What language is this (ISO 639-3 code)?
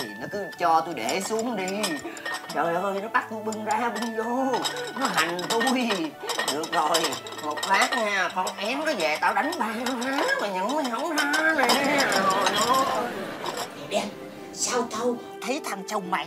vie